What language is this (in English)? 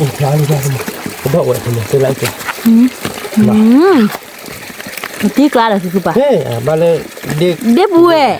S'gaw Karen